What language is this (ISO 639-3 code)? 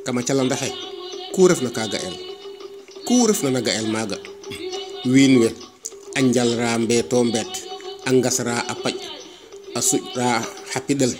srr